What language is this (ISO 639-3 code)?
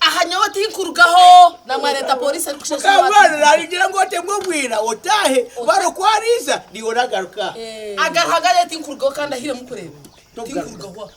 nyn